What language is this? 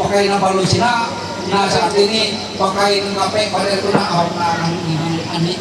Ma'anyan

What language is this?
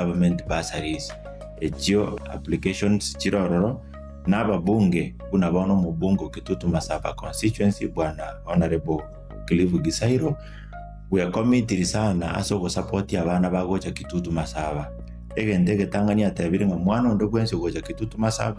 Gusii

